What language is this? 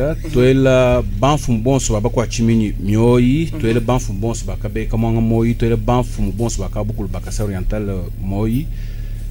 Luba-Lulua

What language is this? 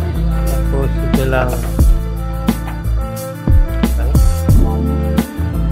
Filipino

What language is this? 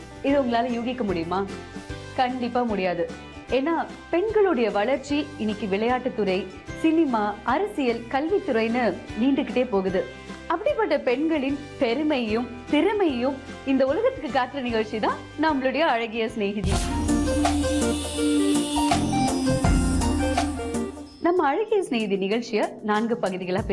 Tamil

